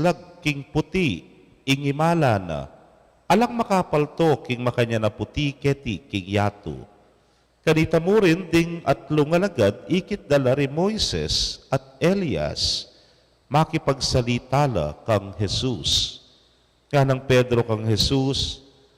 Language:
Pampanga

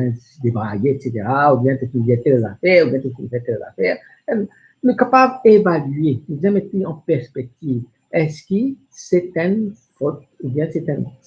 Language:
Morisyen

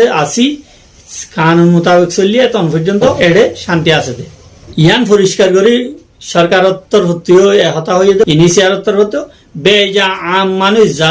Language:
Rohingya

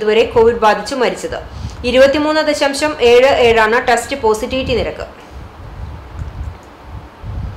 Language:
Malayalam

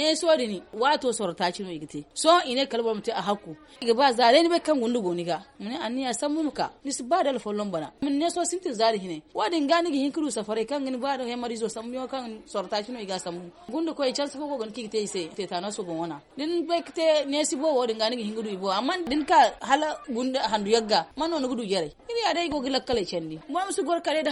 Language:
Zarma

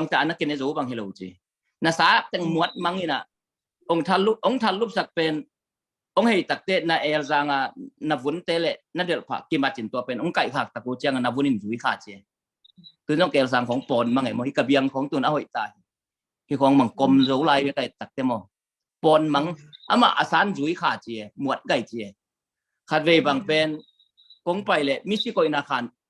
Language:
Tedim Chin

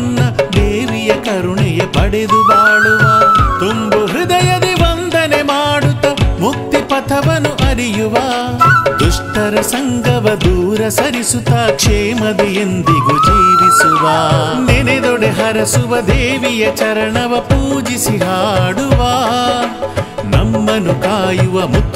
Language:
Kannada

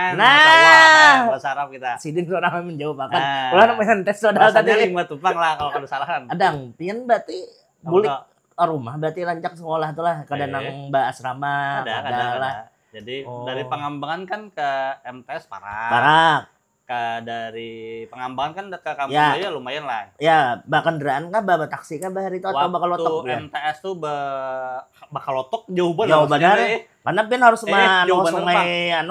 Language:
Banjar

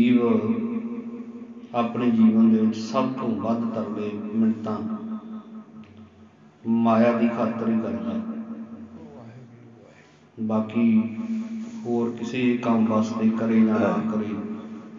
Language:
Punjabi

